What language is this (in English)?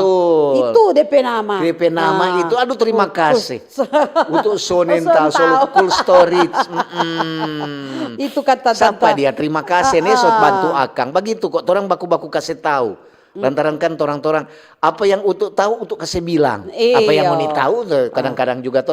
Manado Malay